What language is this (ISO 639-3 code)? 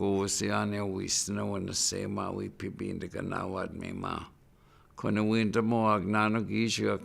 ciw